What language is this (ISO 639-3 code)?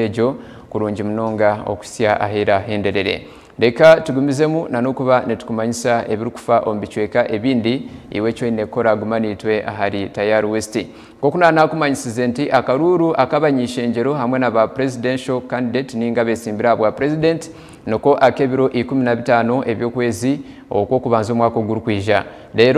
nyn